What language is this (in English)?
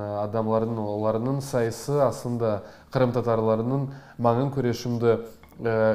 Crimean Tatar